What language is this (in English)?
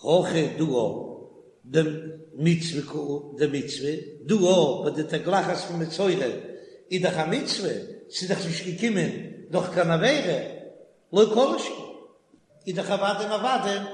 Yiddish